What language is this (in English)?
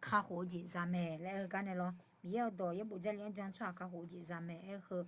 Akha